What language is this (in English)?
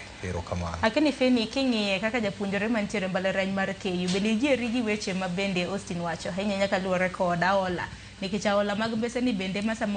Luo (Kenya and Tanzania)